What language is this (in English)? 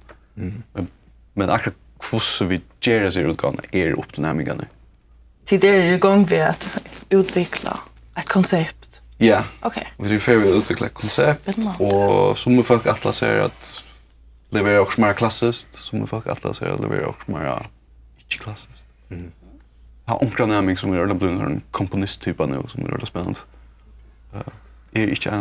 Faroese